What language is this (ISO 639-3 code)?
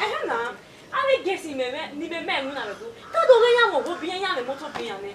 bin